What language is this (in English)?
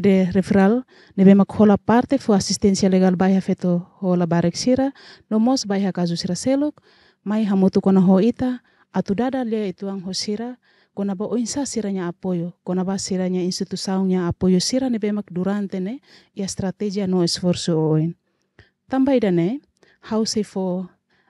Tetum